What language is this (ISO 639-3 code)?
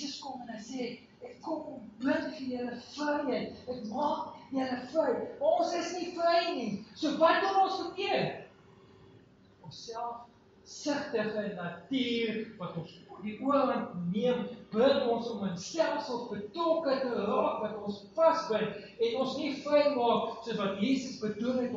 afr